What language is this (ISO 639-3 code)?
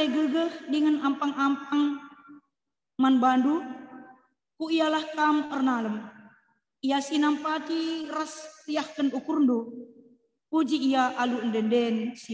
btx